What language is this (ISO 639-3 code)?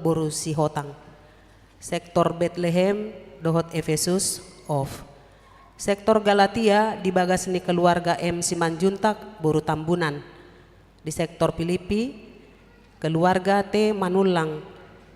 bbc